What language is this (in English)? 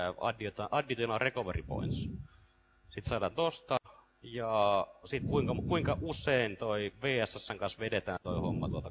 Finnish